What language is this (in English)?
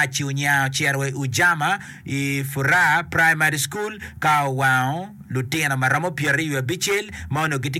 Acoli